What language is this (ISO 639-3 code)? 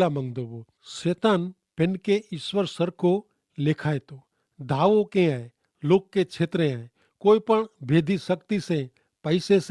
kfr